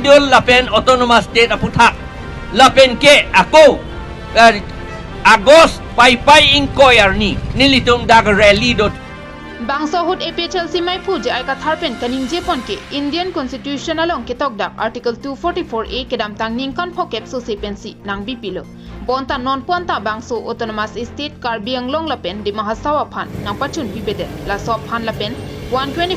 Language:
Karbi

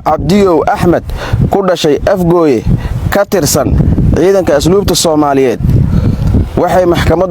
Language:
Somali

